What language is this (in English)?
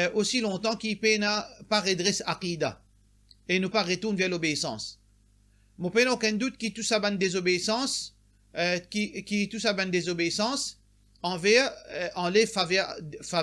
Morisyen